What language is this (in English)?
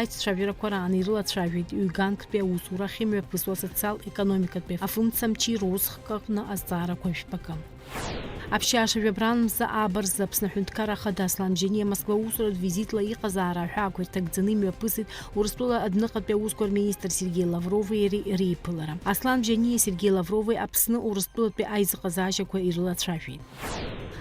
Abkhazian